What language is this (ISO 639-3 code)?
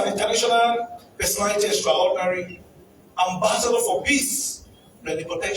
pcm